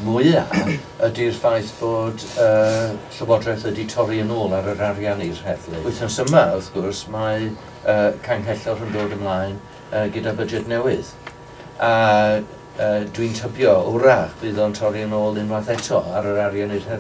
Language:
Welsh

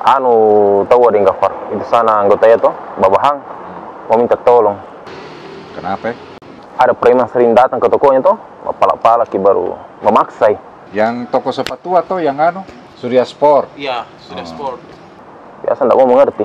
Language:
Makassar Malay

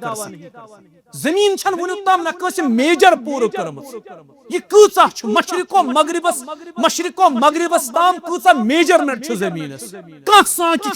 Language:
Kashmiri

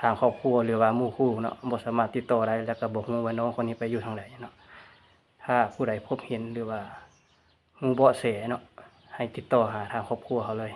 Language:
Lao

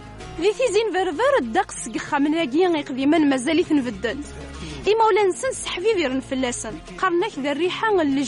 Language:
Kabyle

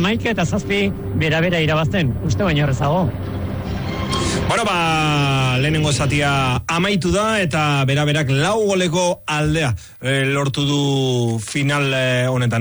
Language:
Basque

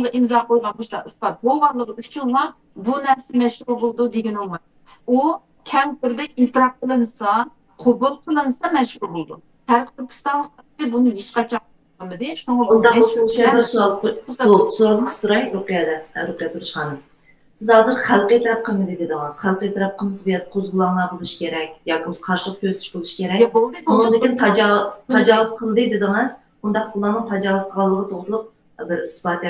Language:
Uyghur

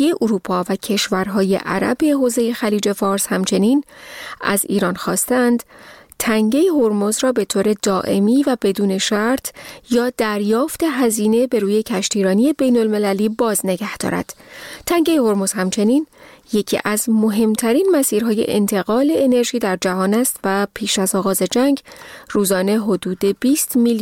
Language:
Persian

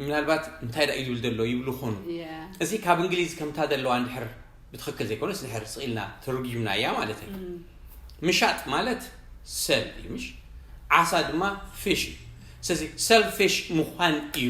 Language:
Tigrinya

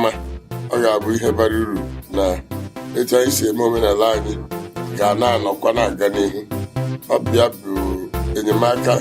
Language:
Igbo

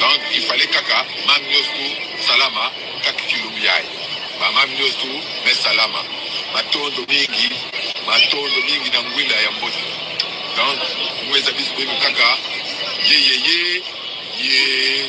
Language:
Kituba (Congo)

